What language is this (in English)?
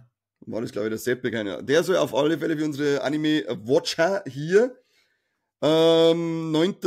Bavarian